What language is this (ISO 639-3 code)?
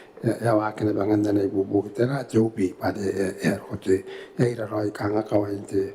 gil